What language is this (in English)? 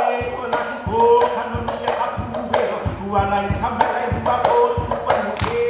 Hawaiian